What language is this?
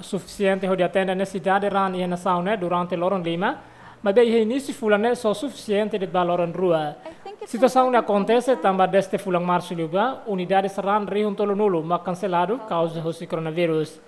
Tetum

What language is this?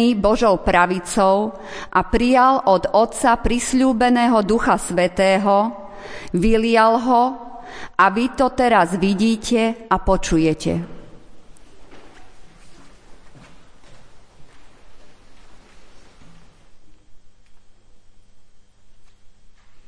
Slovak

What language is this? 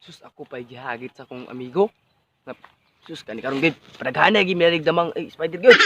Cebuano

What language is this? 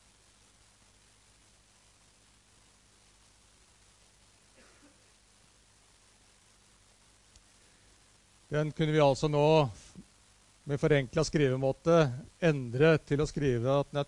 Norwegian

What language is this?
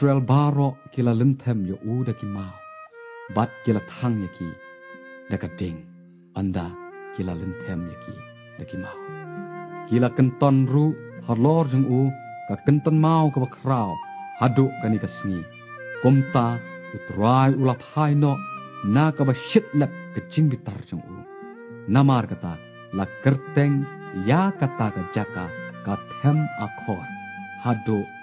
Khasi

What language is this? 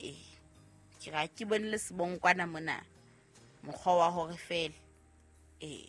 Southern Sotho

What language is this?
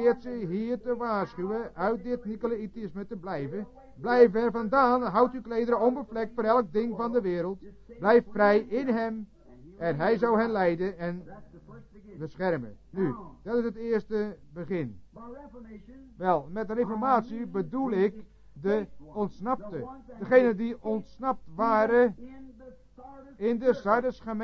Dutch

